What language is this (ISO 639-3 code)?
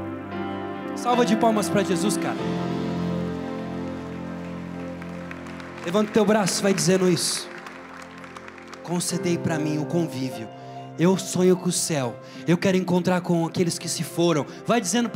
por